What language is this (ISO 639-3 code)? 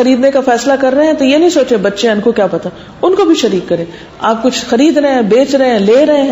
urd